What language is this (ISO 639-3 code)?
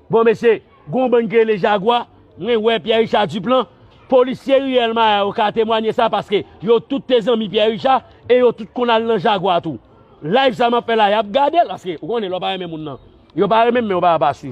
hat